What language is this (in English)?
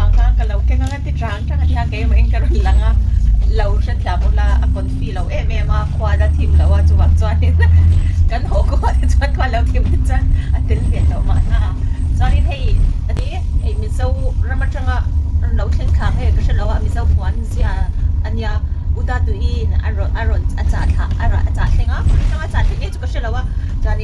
Mizo